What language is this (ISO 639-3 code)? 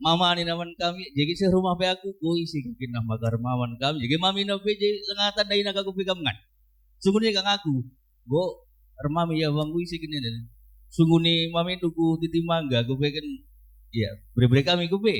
btx